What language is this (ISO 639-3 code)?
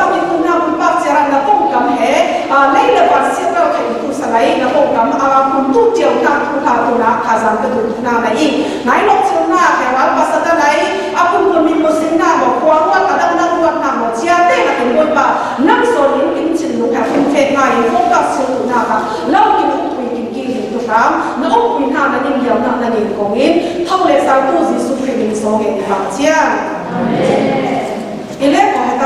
cfm